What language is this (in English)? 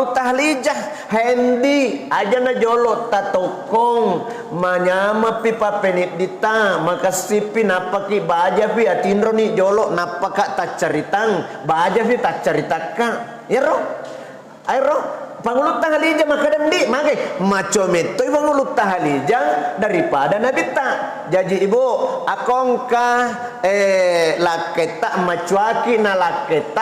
Buginese